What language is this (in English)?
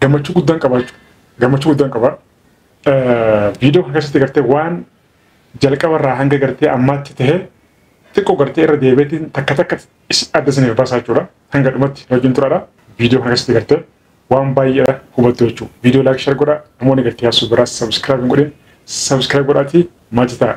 Oromo